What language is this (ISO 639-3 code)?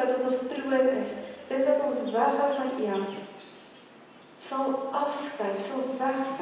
afr